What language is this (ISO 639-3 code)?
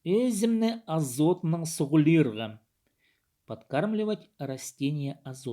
kjh